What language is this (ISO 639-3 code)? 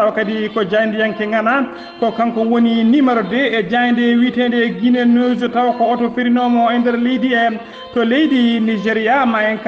ful